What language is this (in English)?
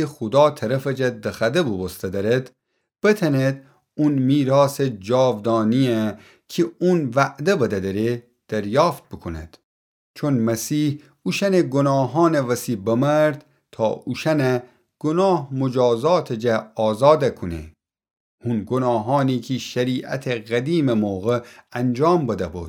Gilaki